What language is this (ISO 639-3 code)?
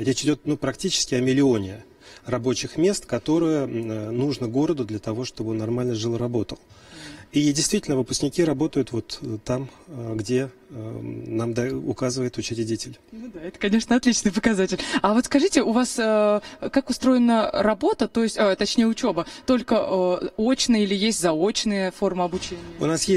rus